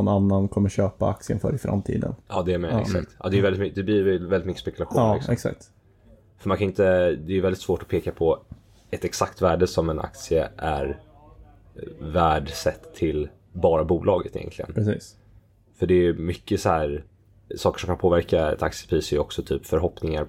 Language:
Swedish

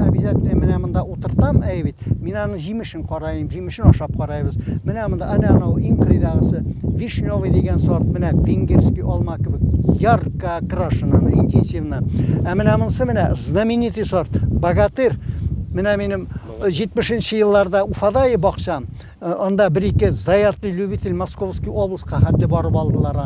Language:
Bashkir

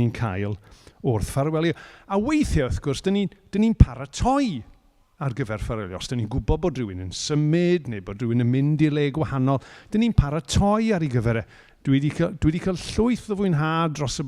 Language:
Welsh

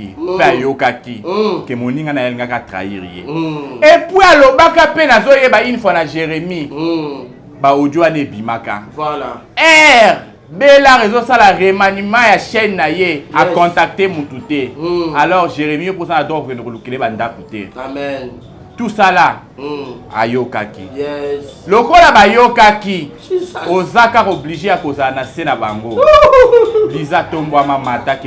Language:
Lingala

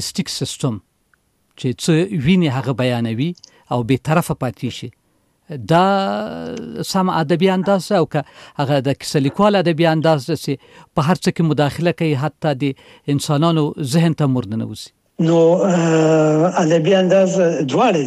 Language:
Pashto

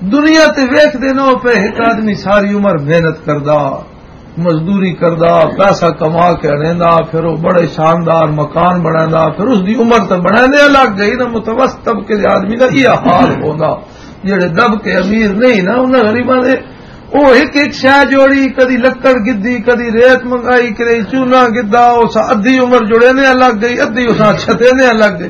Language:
Western Panjabi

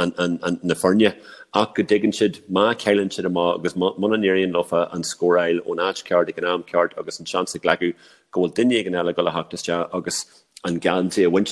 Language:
Irish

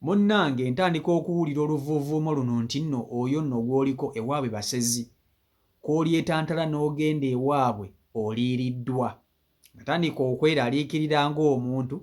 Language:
Ganda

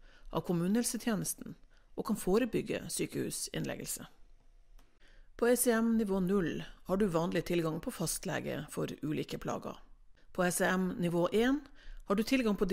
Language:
Norwegian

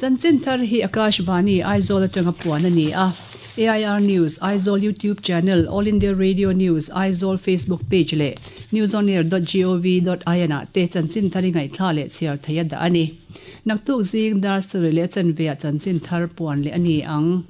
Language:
Mizo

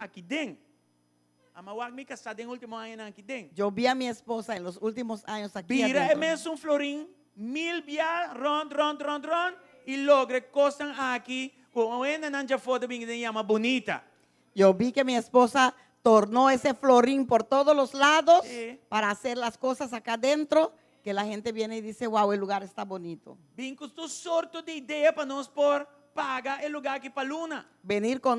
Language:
Papiamento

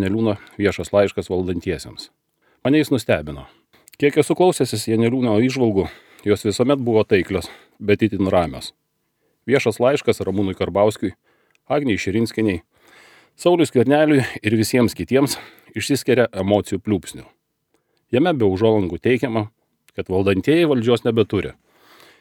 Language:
Lithuanian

